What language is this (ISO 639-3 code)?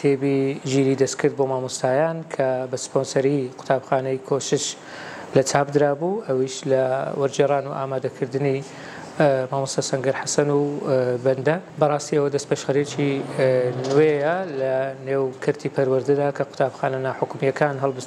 ckb